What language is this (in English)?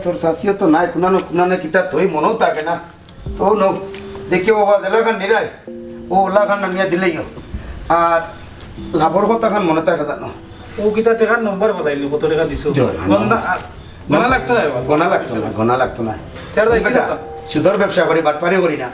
Sylheti